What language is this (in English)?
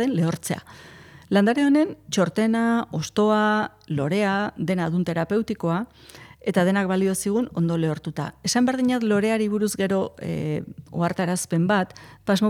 Basque